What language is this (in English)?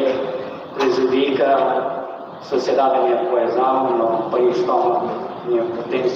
Tetum